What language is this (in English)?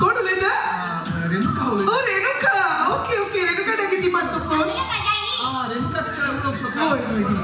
Konkani